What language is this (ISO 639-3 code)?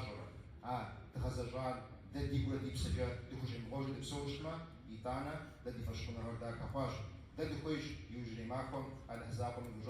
kbd